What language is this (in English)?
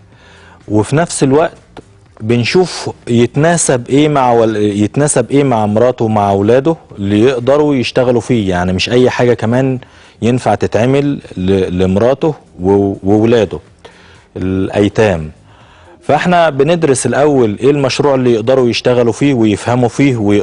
Egyptian Arabic